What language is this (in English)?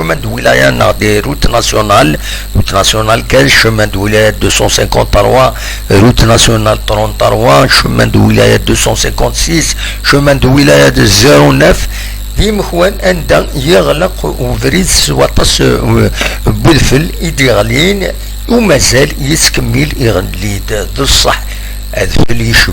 Kabyle